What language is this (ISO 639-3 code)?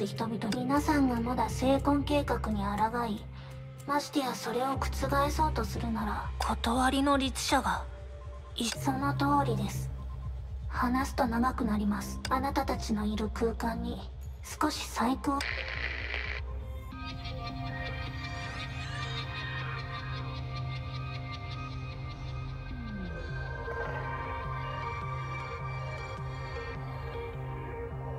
jpn